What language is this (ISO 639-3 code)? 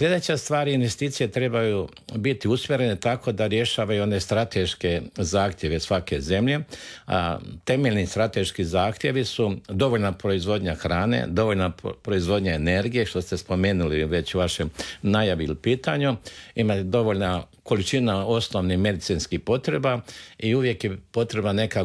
hrv